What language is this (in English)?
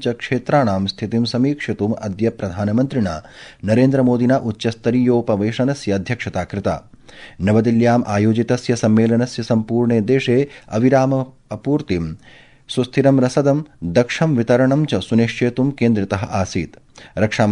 Sanskrit